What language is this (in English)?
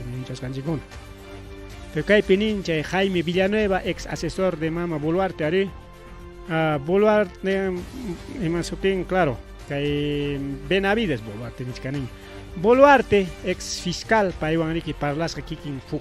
Ayacucho Quechua